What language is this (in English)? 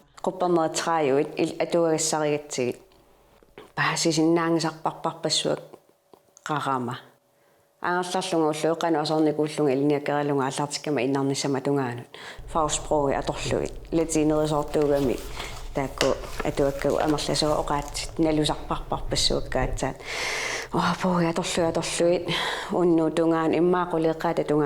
Kalaallisut